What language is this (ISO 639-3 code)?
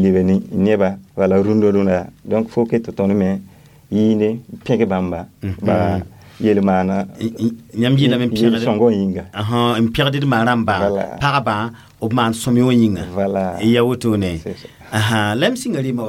mos